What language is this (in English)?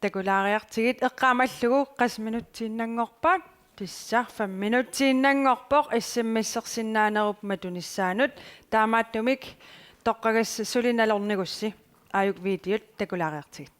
Kalaallisut